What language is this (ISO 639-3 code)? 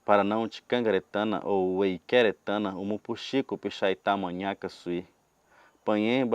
yrl